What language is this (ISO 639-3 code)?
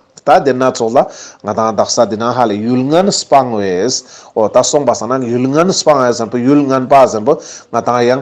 lbj